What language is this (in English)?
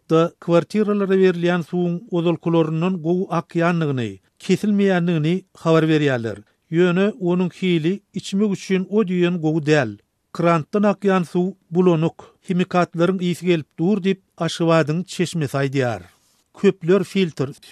Turkmen